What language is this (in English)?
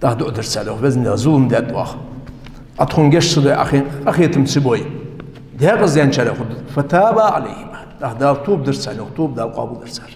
Ingush